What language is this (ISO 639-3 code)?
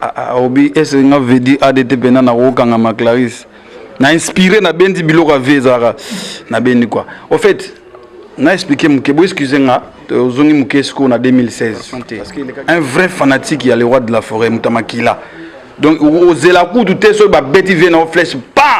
lin